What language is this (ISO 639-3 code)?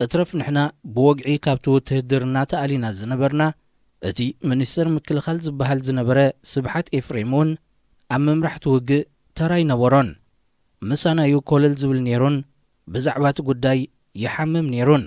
tir